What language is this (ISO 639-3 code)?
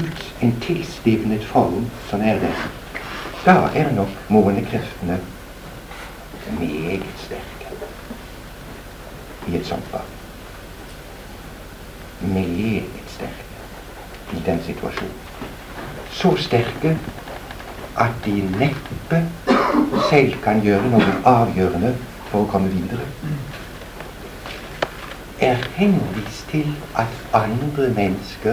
nor